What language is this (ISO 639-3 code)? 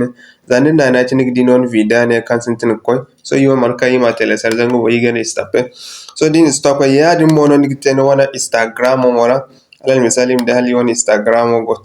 dje